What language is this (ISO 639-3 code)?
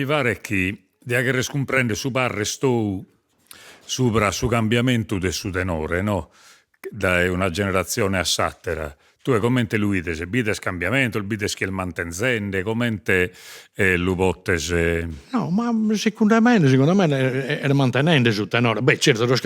srd